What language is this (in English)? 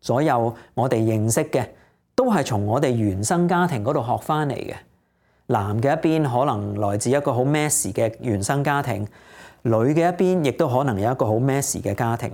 Cantonese